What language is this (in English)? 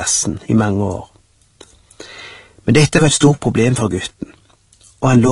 Norwegian